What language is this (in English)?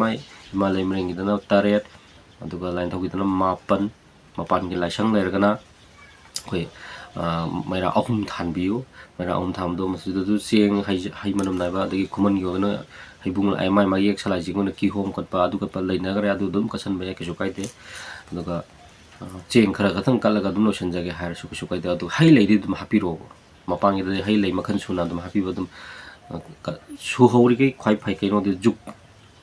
Manipuri